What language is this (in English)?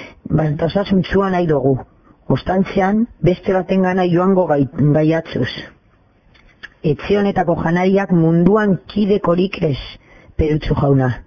Basque